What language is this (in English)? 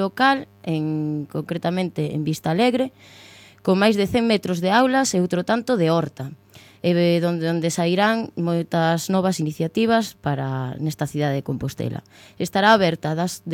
Galician